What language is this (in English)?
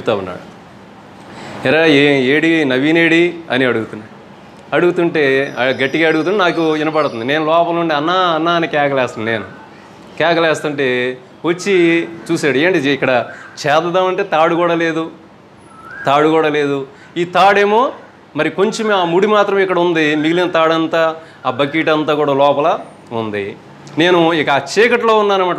Telugu